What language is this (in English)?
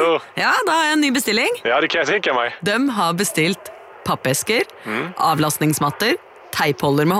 Norwegian